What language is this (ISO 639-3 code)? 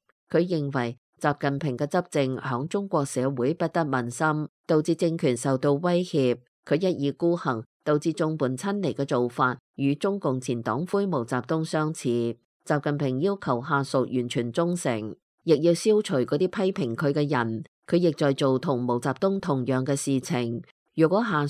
yue